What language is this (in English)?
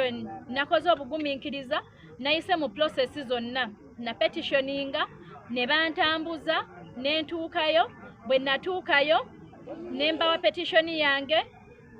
Ganda